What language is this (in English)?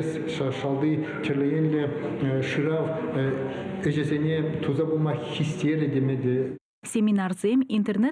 Chuvash